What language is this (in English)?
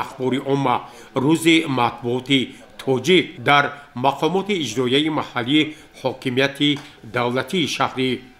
Tajik